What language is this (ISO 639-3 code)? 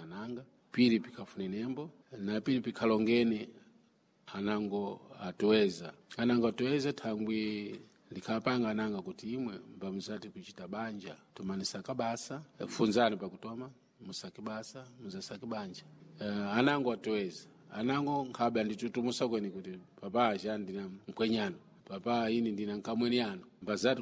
seh